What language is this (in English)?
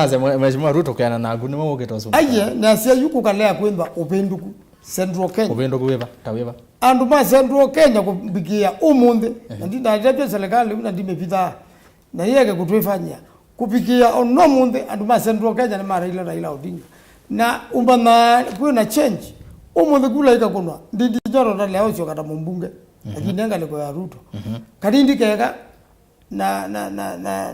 Kamba